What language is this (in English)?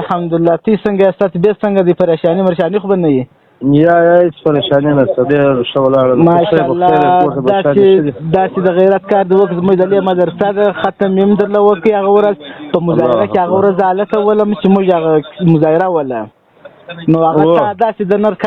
Pashto